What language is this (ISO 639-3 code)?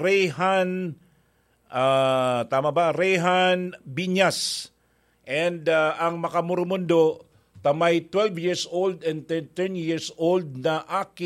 bik